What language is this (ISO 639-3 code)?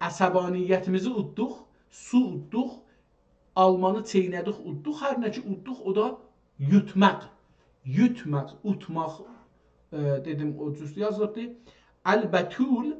azb